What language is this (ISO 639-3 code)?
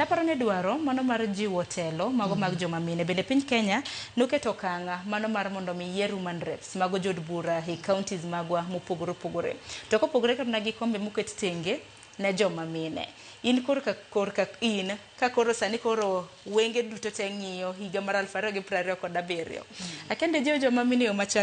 luo